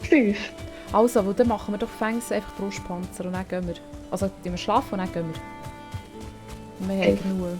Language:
Swiss German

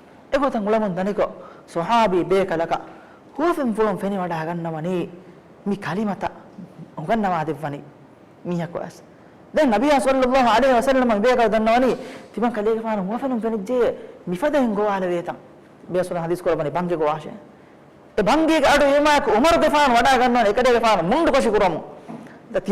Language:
Divehi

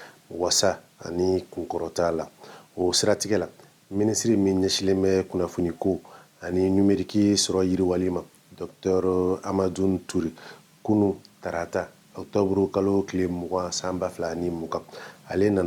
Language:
Bambara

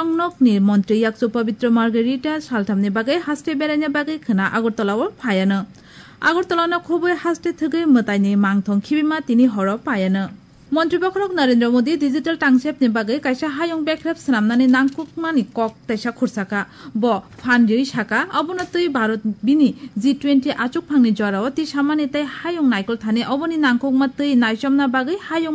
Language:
Kok Borok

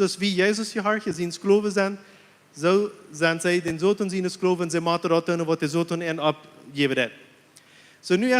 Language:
Plautdietsch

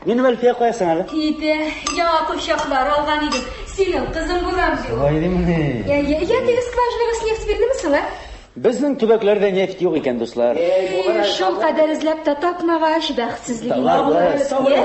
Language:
Tatar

